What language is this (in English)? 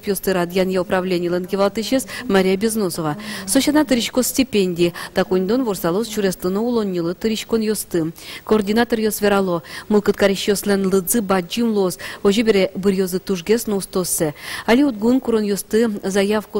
Udmurt